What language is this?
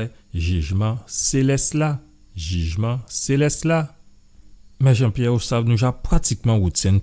Guadeloupean Creole French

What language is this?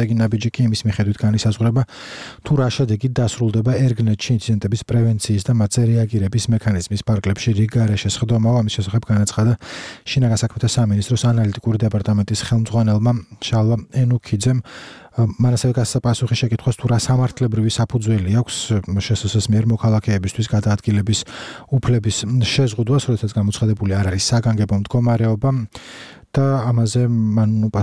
Georgian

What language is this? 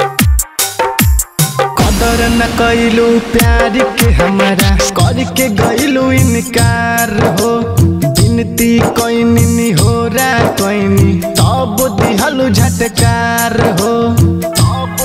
Bhojpuri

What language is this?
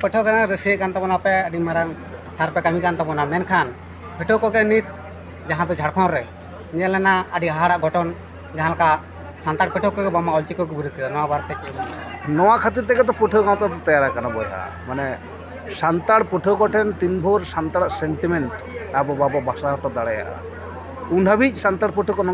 Santali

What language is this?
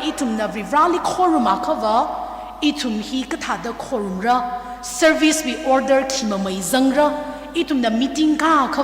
Tangkhul Naga (India)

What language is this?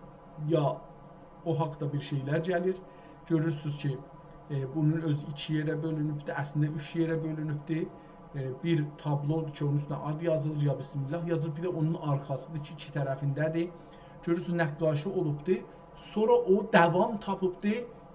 South Azerbaijani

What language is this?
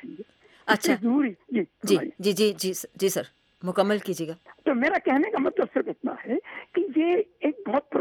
Urdu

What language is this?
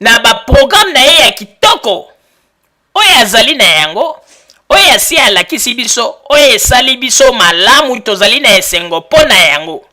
Lingala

